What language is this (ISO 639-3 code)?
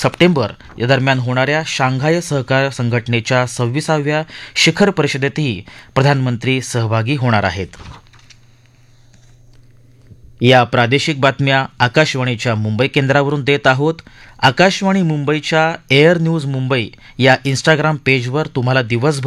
mar